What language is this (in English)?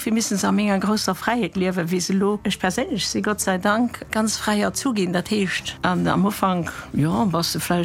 Luxembourgish